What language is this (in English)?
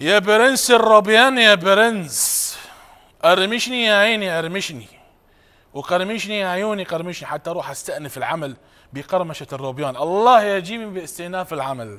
Mesopotamian Arabic